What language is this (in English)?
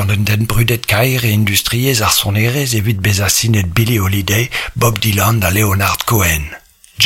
Breton